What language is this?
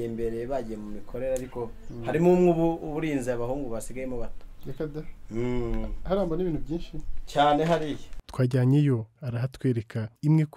Kinyarwanda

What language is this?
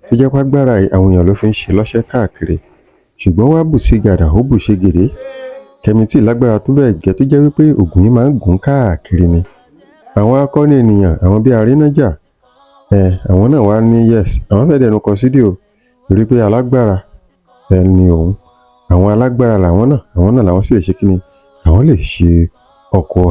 Yoruba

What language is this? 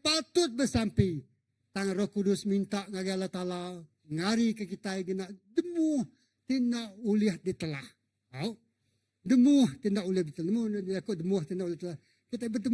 Iban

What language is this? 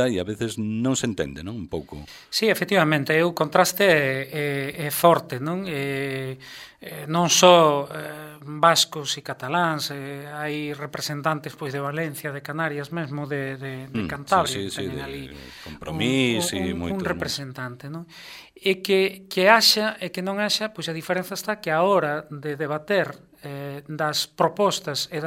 Galician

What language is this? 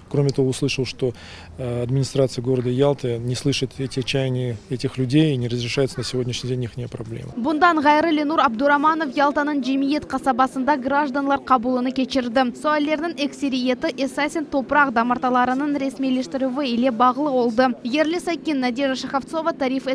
Crimean Tatar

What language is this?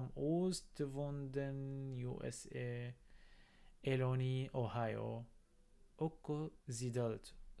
North Levantine Arabic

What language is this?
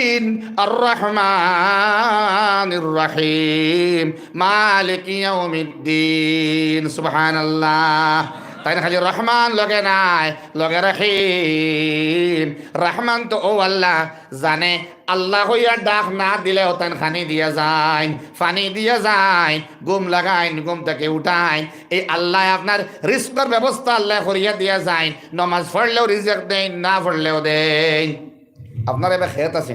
Sylheti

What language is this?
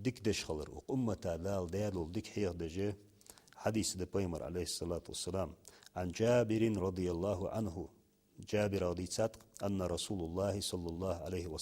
Ingush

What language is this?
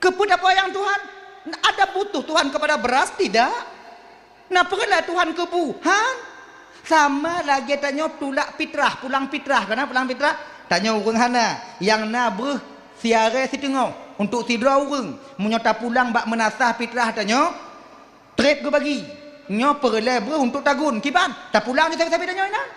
Achinese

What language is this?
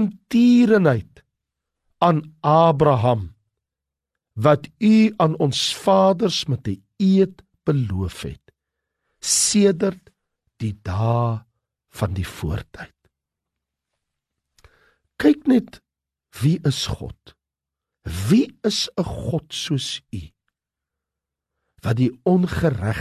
Afrikaans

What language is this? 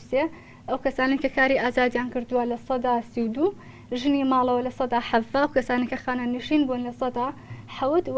Central Kurdish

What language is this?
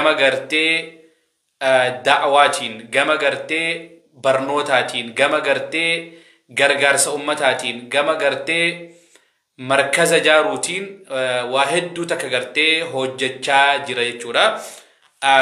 Oromo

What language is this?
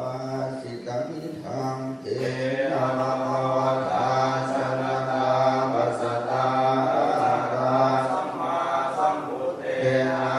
Pali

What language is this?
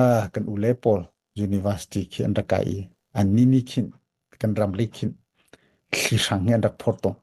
Hakha Chin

